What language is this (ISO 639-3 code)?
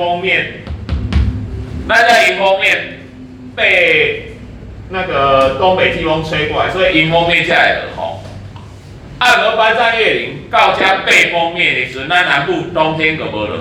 nan